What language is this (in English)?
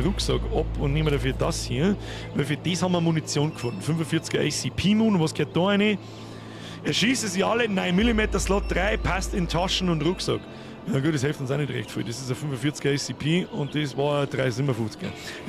Bavarian